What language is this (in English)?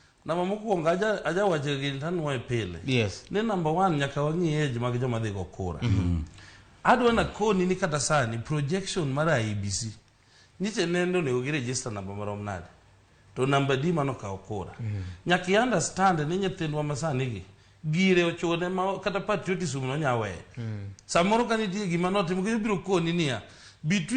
Luo (Kenya and Tanzania)